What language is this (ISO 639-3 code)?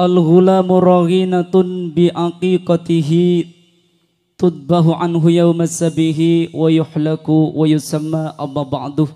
mad